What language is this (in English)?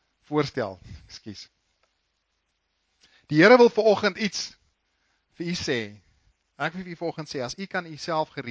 Afrikaans